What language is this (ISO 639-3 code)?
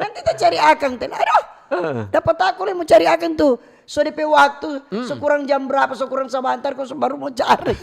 xmm